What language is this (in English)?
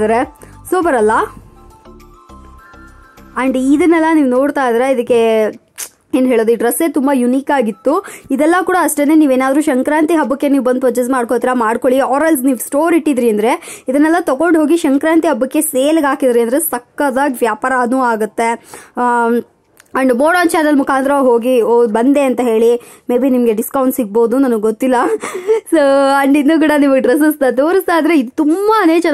Kannada